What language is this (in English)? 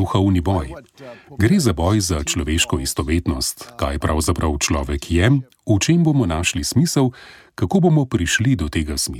Slovenian